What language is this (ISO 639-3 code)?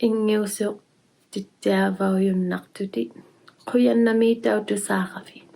iku